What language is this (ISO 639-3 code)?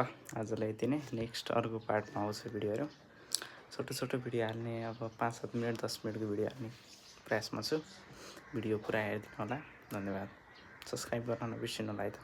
nep